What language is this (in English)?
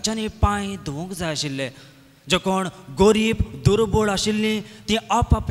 Konkani